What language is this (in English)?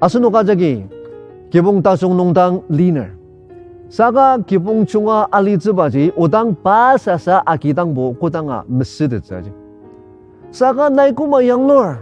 Ao Naga